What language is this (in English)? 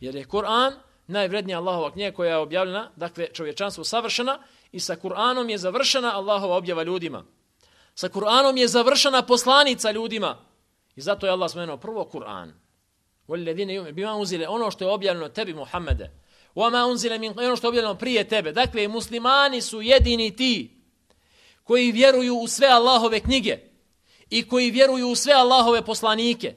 Bosnian